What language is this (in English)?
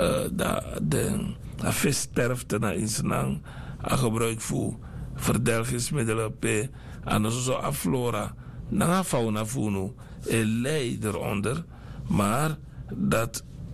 Sranan Tongo